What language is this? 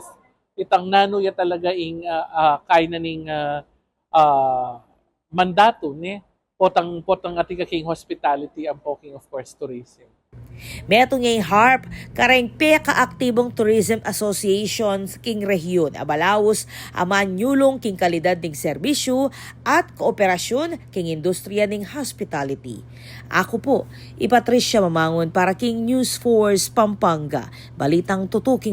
Pampanga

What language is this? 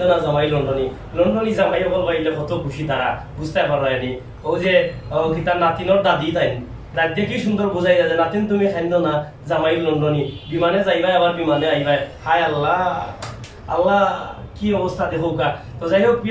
Sylheti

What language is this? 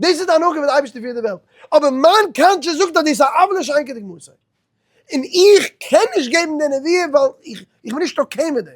Yiddish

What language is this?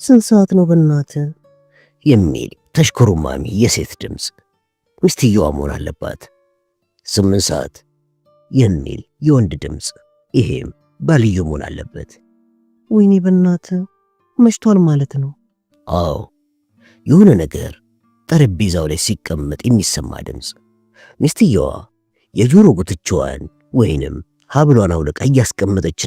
Amharic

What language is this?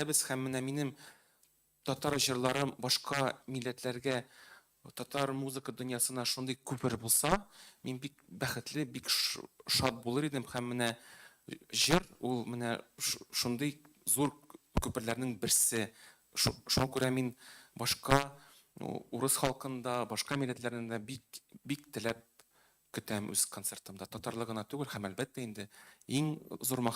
Tatar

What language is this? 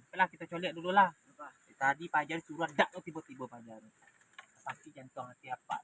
Minangkabau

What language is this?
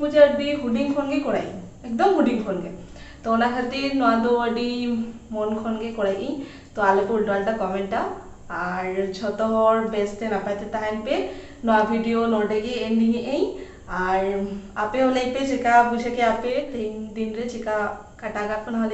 Santali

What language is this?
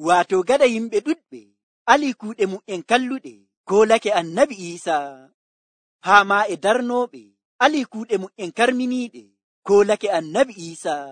Nigerian Fulfulde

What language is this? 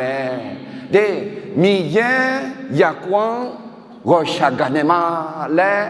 Akha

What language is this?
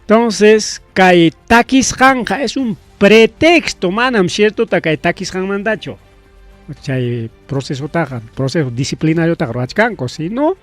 Ayacucho Quechua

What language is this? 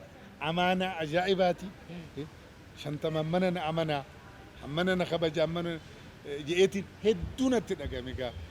Oromo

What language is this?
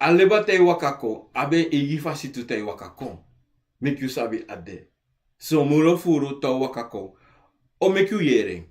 Sranan Tongo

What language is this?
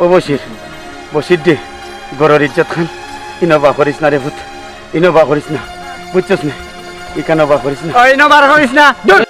Sylheti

